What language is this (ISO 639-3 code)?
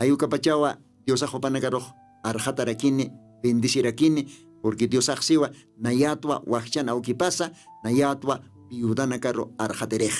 aym